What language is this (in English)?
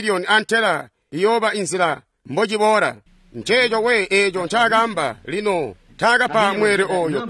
Tonga (Zambia)